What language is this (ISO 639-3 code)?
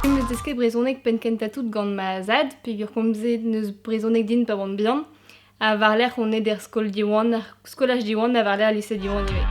bre